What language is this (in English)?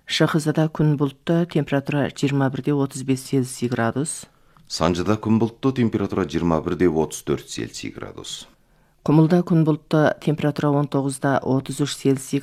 Kazakh